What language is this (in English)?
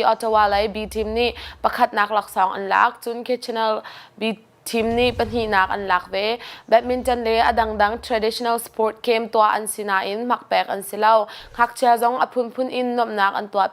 Hakha Chin